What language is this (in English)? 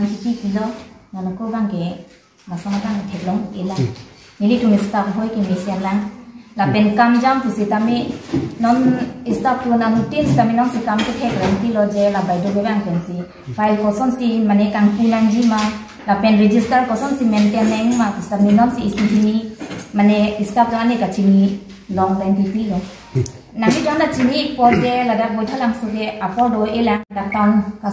Karbi